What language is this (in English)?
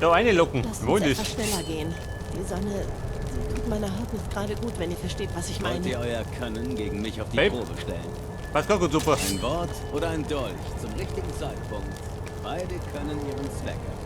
Bavarian